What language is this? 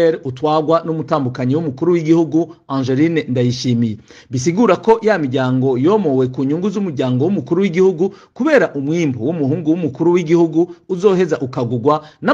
Rundi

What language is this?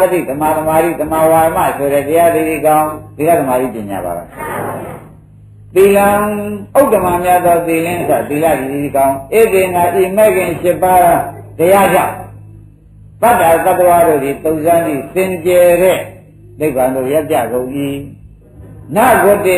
Burmese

